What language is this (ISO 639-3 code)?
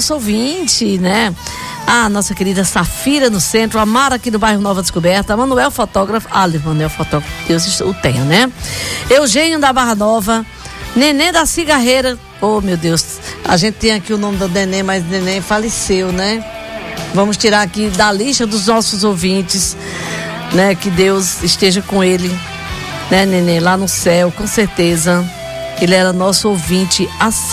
por